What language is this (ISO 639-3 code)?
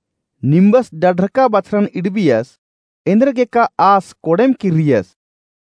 kru